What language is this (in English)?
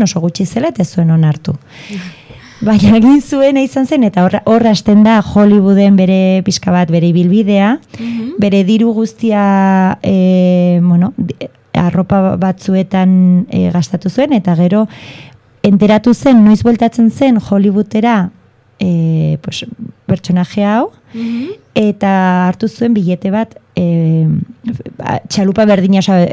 Basque